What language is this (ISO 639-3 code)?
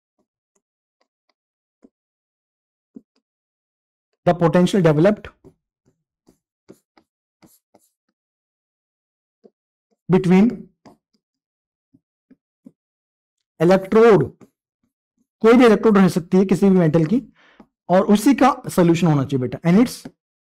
hin